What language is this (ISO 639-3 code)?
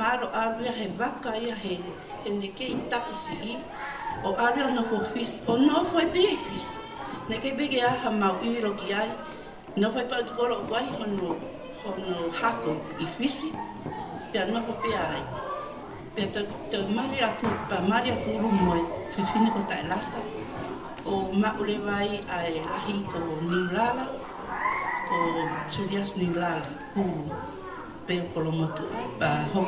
ton